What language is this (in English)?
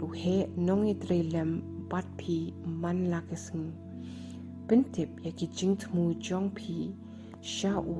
Khasi